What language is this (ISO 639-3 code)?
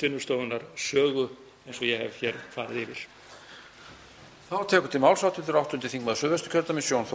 isl